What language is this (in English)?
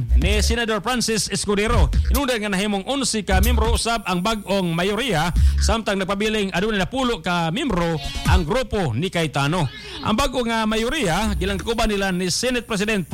Cebuano